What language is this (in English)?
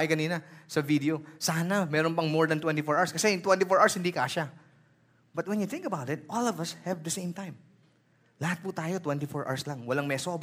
Filipino